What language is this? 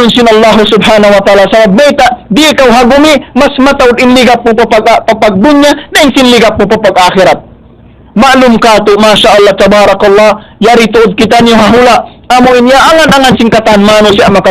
Tausug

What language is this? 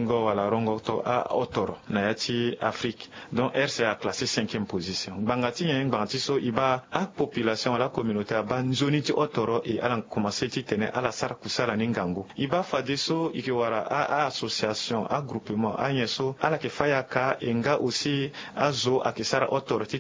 Sango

